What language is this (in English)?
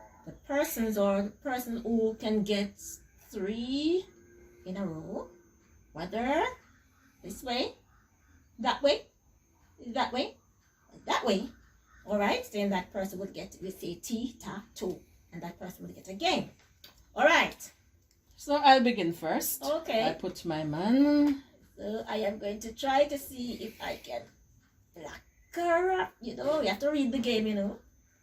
Jamaican Creole English